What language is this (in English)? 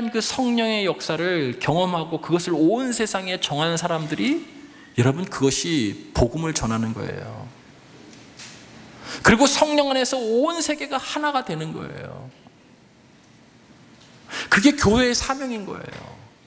Korean